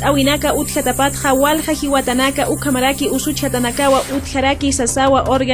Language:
Aymara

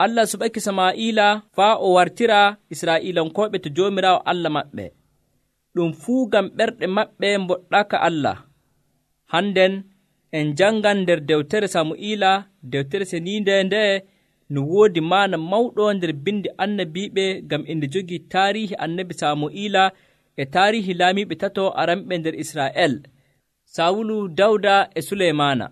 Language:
Nigerian Fulfulde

